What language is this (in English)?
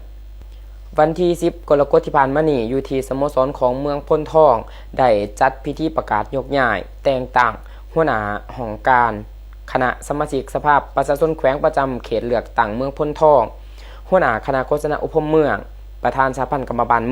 Lao